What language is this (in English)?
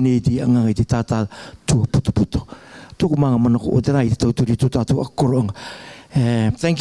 Rarotongan